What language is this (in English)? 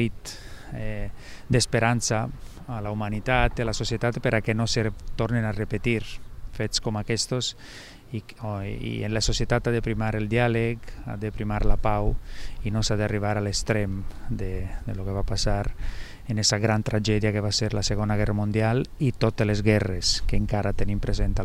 Catalan